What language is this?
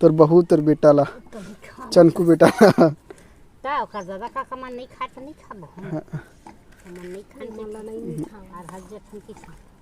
Chhattisgarhi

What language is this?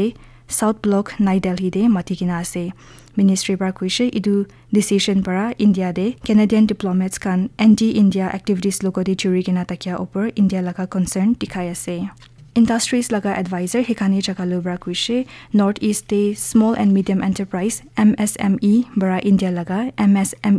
Naga Pidgin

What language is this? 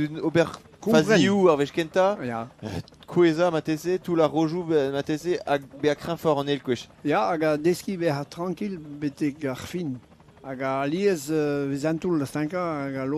Breton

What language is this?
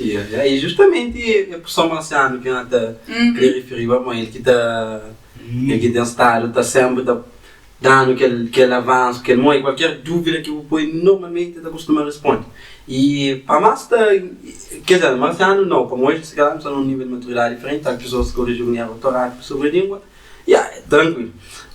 Kabuverdianu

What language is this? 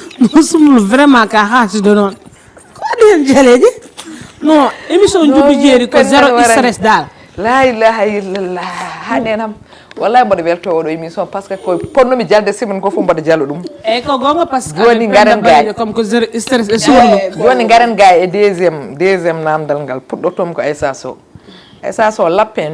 Fula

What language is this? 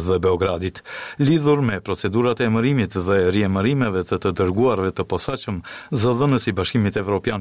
Albanian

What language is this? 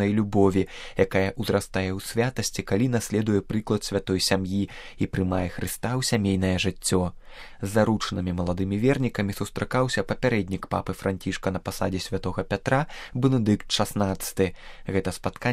Belarusian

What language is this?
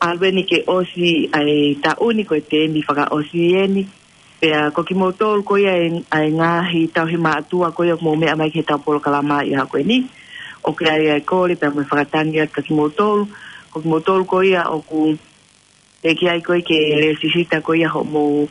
Tongan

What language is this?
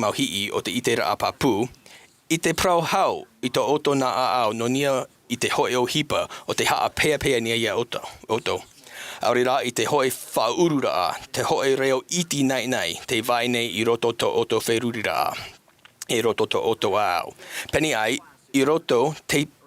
Tahitian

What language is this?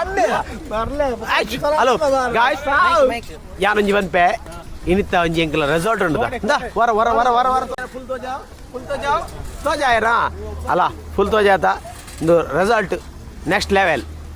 Tulu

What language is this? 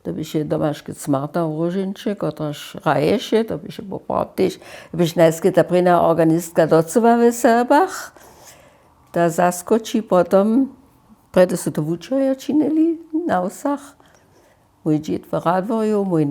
Upper Sorbian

